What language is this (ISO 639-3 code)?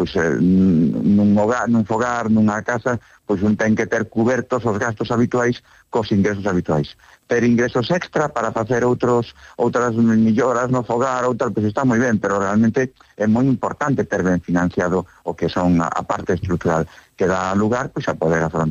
glg